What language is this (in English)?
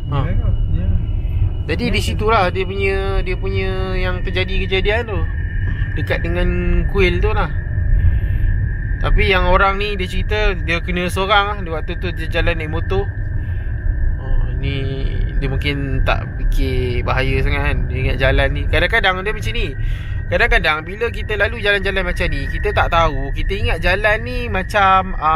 Malay